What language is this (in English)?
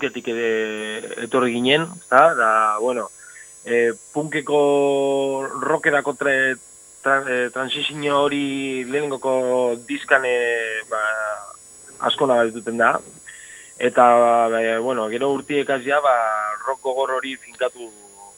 Basque